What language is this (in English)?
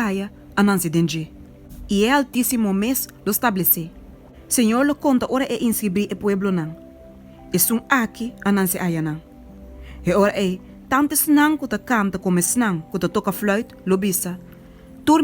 Papiamento